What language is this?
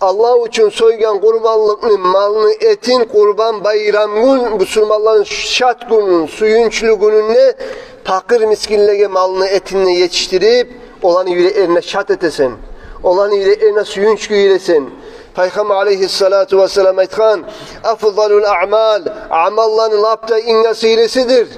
Kumyk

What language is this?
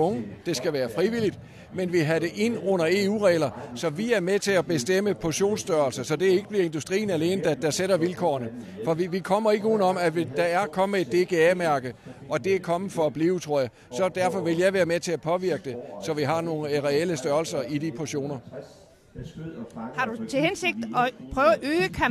Danish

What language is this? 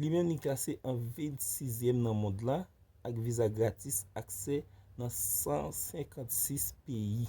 Haitian Creole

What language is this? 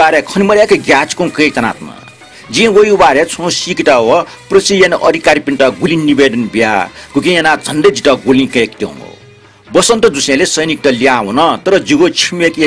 Newari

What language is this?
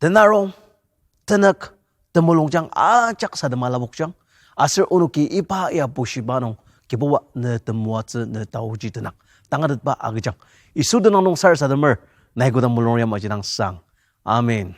Ao Naga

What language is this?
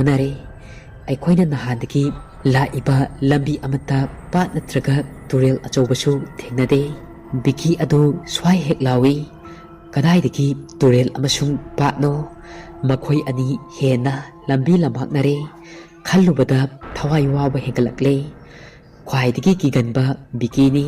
Manipuri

